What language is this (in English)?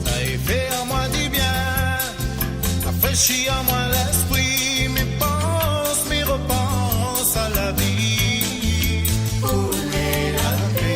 Morisyen